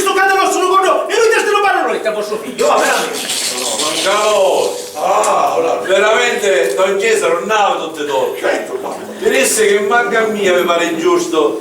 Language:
Sicilian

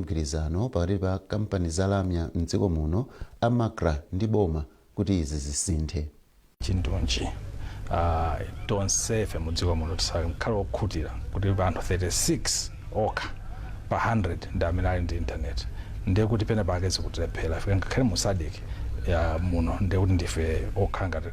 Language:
Nyanja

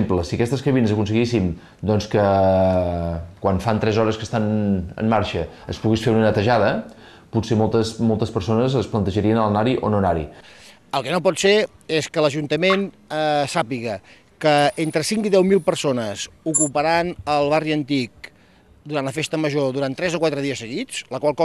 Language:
Catalan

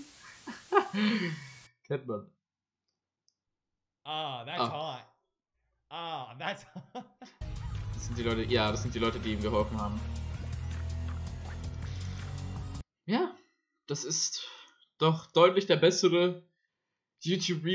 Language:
German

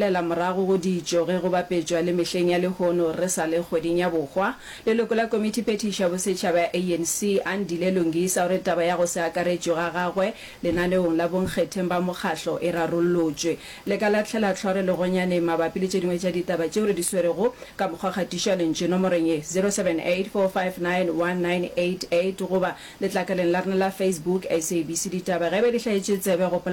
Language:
Northern Sotho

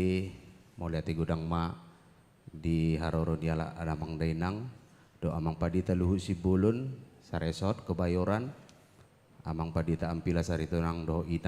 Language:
Batak Toba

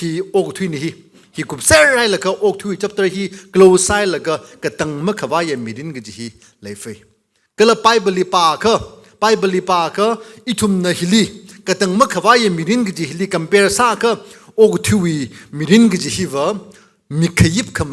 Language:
Tangkhul Naga (India)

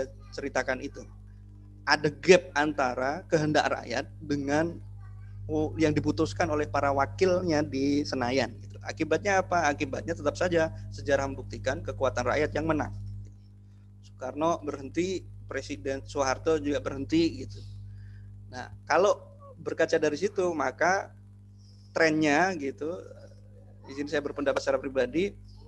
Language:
Indonesian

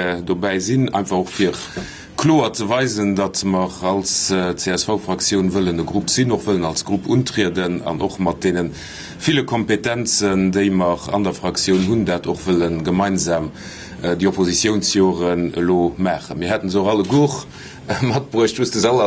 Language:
Luxembourgish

